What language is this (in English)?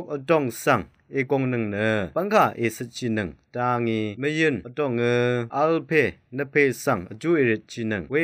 Rawang